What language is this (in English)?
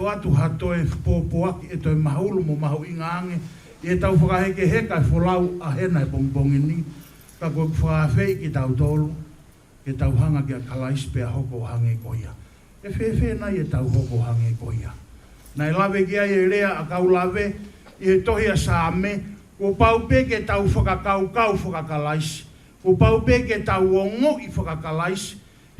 Tongan